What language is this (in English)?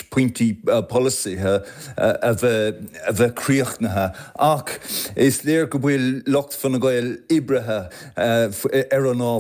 Irish